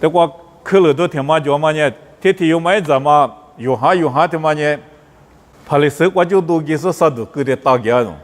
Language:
Lisu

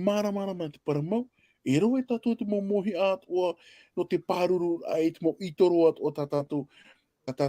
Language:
Tahitian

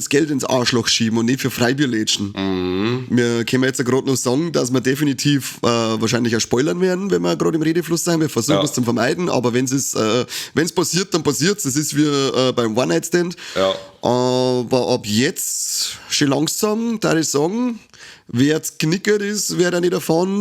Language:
Bavarian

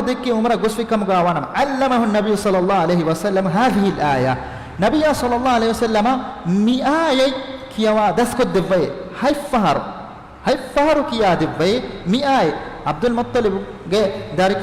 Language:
Divehi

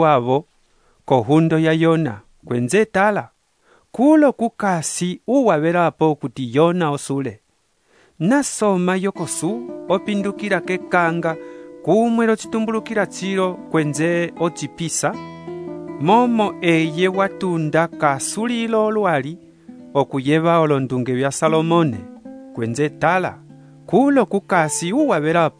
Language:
Umbundu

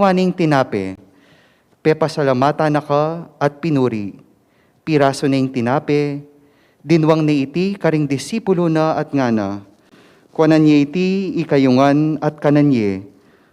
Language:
Pampanga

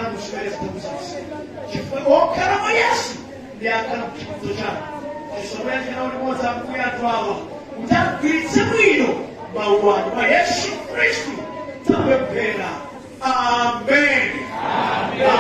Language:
Nyanja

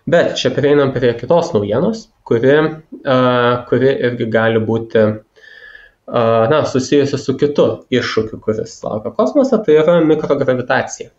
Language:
Lithuanian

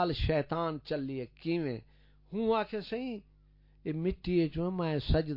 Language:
Saraiki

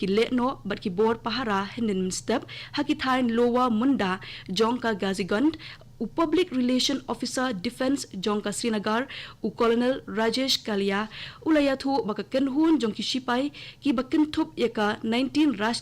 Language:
Khasi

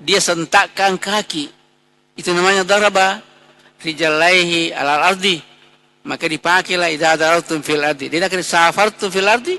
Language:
Buginese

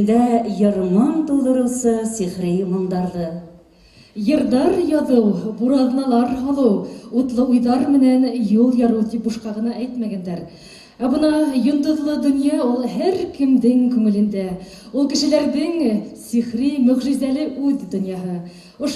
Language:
Bashkir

